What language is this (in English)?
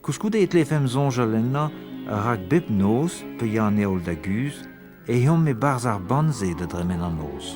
Breton